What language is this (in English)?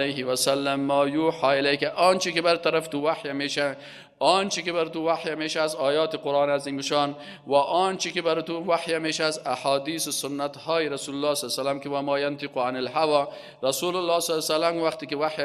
Persian